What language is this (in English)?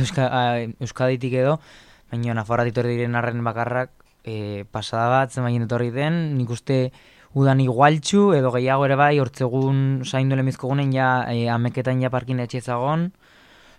Basque